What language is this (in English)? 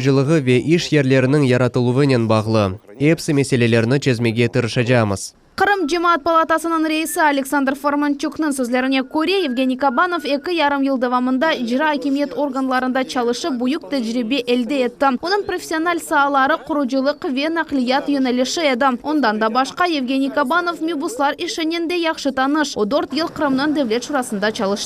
Crimean Tatar